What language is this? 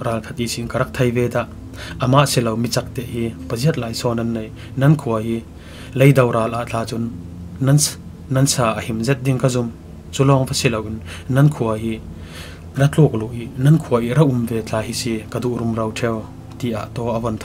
Falam Chin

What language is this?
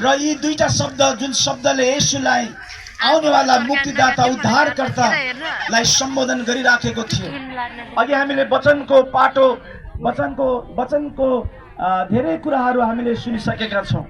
Nepali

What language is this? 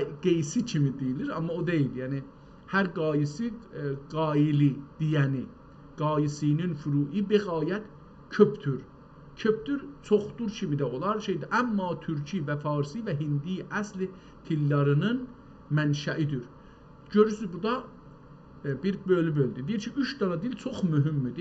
South Azerbaijani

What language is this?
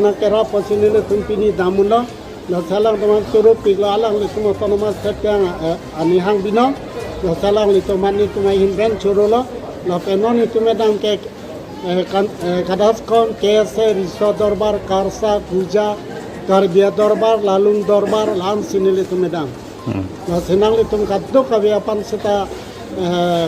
Karbi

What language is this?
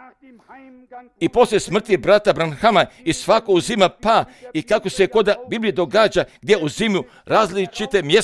Croatian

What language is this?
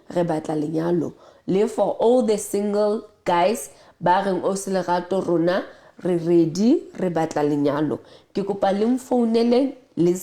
Southern Sotho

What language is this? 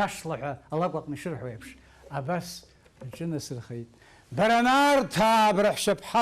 Abkhazian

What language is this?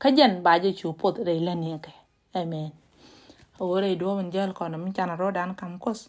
Nuer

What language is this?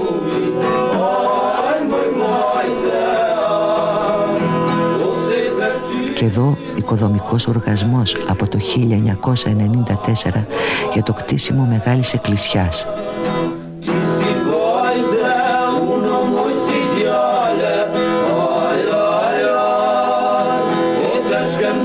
Greek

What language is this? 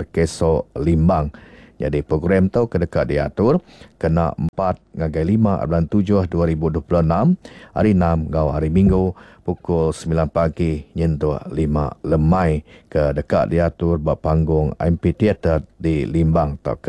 Iban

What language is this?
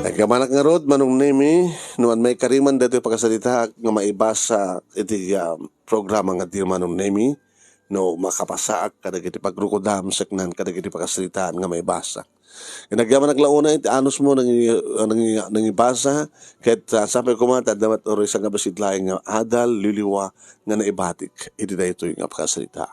Iloko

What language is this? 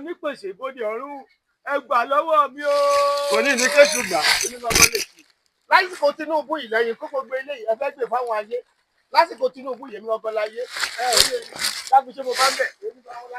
Yoruba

